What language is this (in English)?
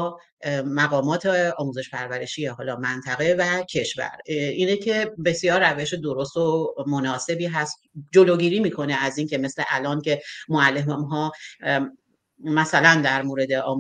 Persian